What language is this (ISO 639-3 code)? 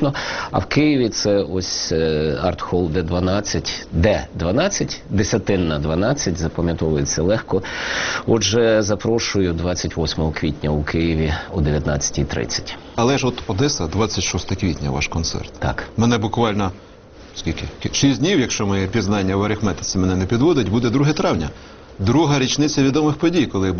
ukr